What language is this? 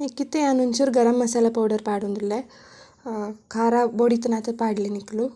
Tulu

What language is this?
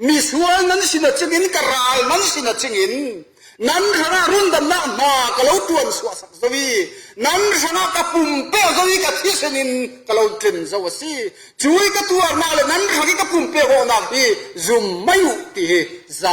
Falam Chin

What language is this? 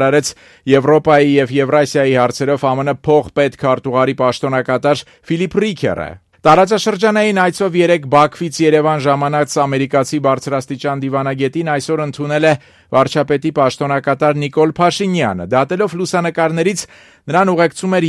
Armenian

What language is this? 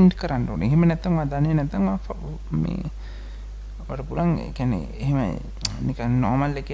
Sinhala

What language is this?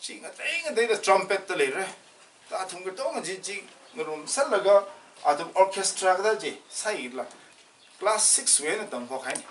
Tangkhul Naga (India)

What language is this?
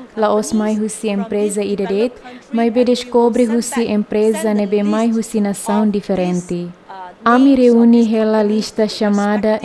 Tetum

